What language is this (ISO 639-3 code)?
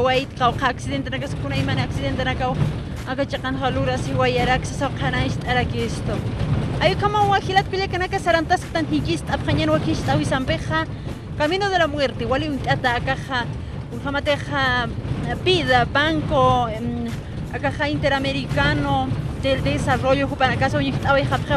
aym